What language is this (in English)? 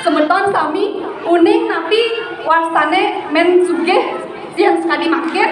Balinese